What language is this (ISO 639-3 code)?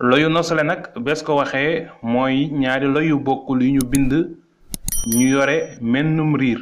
wol